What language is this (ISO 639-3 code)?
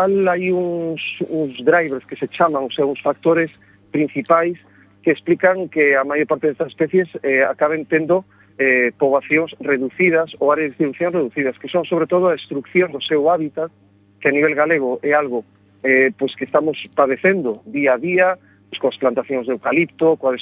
glg